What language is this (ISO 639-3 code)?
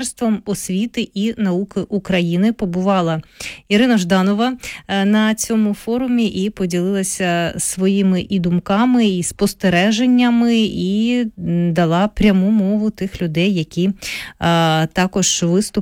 ukr